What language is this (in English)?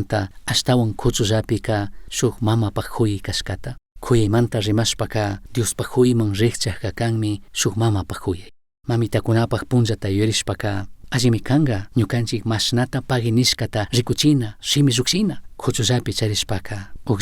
Chimborazo Highland Quichua